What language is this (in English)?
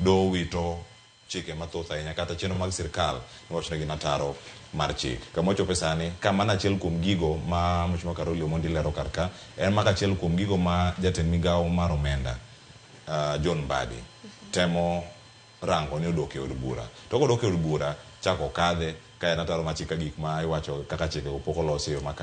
Luo (Kenya and Tanzania)